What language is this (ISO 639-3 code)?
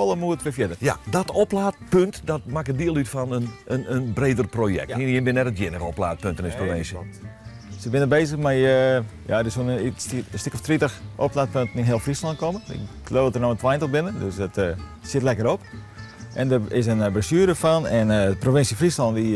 fry